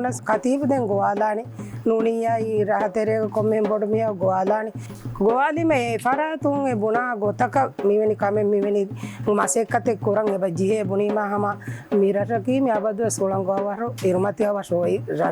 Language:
Divehi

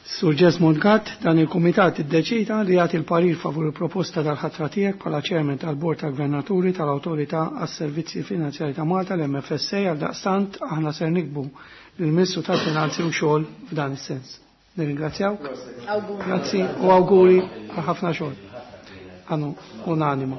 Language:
Maltese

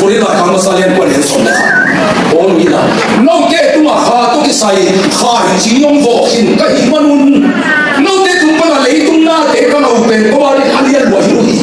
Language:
Tedim Chin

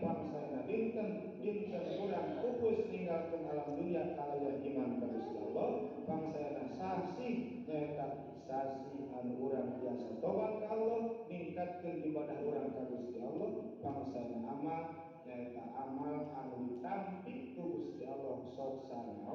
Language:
Sundanese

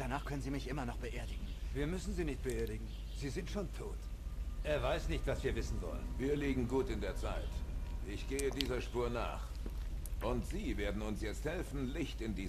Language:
Swiss German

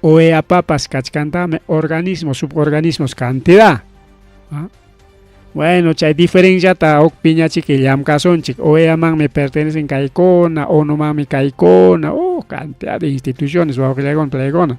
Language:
Ayacucho Quechua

